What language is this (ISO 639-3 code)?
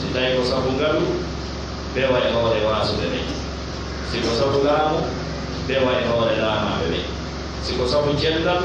ful